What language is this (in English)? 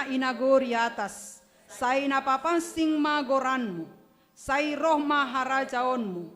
Batak Simalungun